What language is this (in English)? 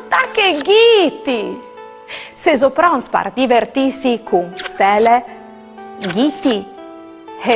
Friulian